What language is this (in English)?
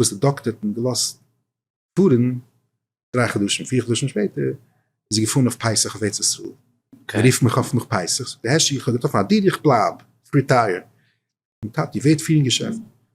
Yiddish